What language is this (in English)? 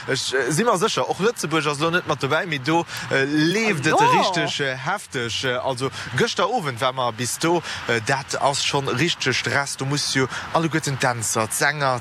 Luxembourgish